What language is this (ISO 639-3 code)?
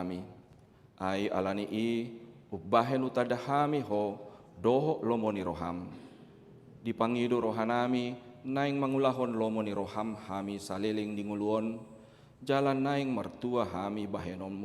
bbc